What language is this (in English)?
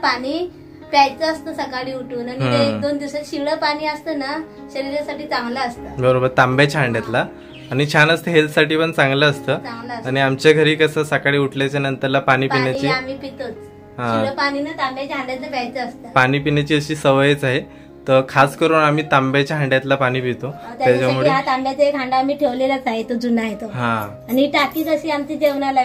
Marathi